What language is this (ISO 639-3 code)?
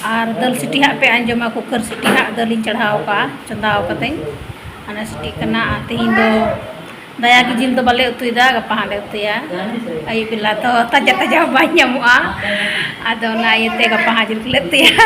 sat